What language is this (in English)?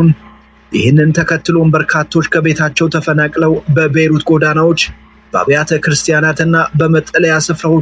Amharic